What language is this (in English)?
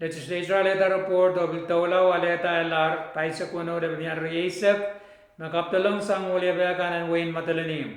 Pohnpeian